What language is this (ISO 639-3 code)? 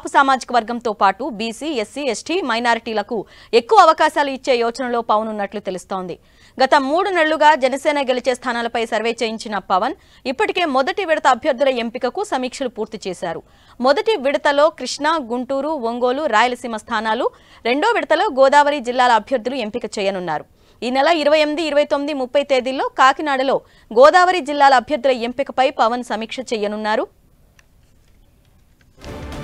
tel